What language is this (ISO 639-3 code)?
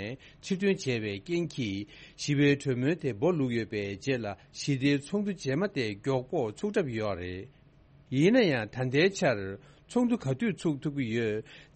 bod